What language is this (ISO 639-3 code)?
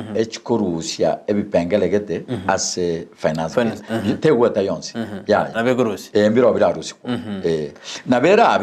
guz